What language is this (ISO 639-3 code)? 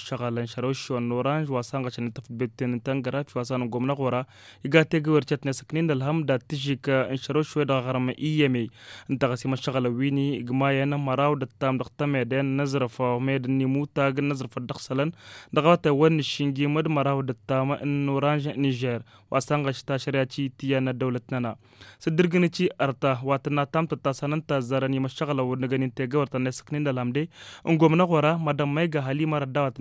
taq